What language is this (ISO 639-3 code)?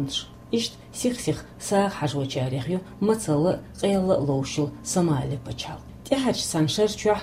che